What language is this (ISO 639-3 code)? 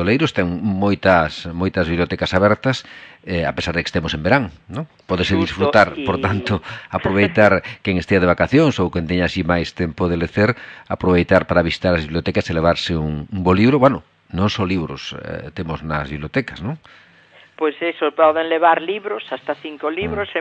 glg